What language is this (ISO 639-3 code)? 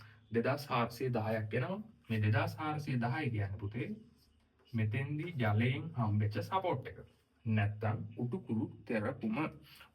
sin